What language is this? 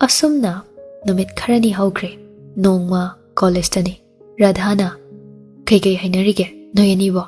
Manipuri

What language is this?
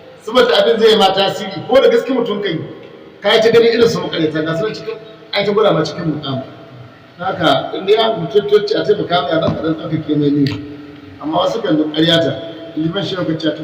Hausa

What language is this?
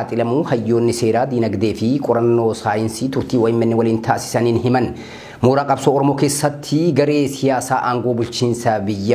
Oromo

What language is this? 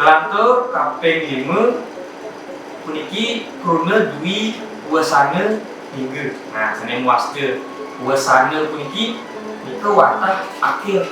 Balinese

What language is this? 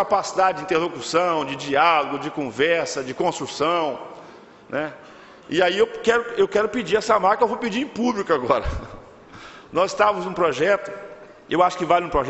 Portuguese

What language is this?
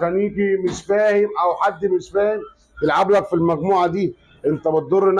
Egyptian Arabic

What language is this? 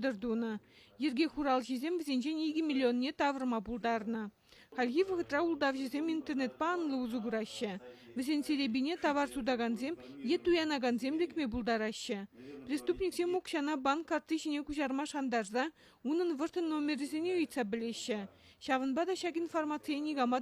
Chuvash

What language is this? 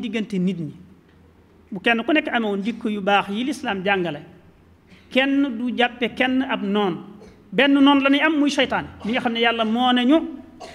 Wolof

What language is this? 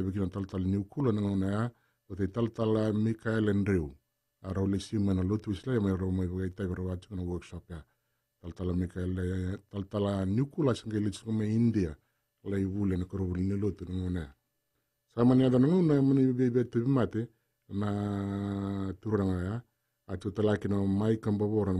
Fijian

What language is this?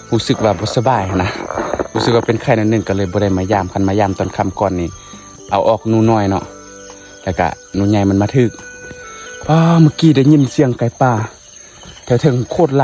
Northeastern Thai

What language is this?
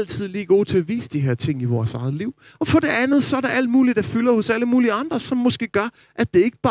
Danish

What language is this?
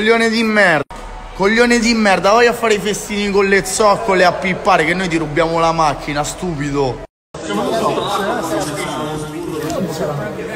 Italian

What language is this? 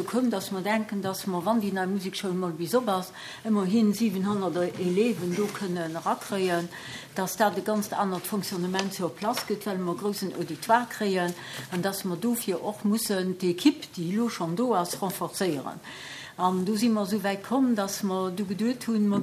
Luxembourgish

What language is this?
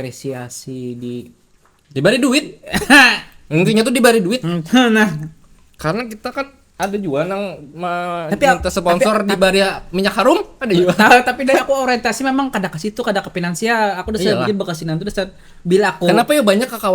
Banjar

